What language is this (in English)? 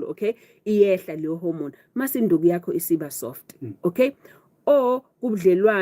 Zulu